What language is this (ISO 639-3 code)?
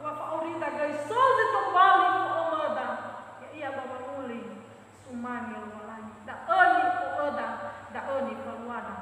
nia